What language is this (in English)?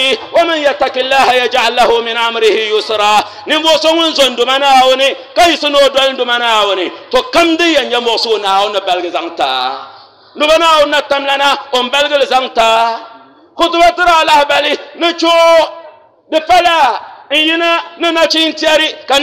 Dagbani